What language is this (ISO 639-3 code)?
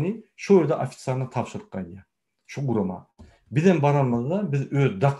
tuk